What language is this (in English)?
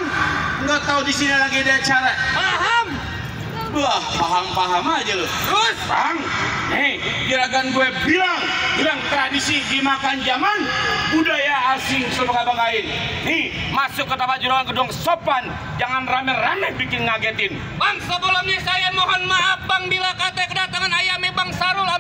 Betawi